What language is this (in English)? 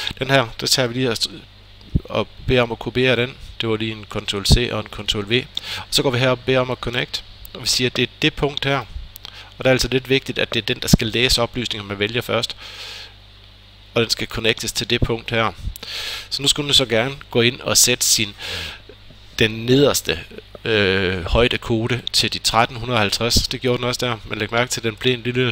Danish